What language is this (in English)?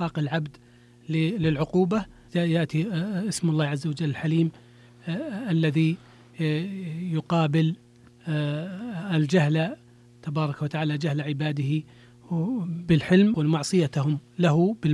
Arabic